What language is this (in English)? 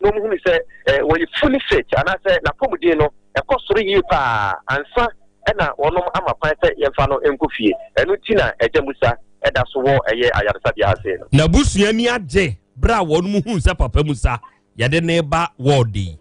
Akan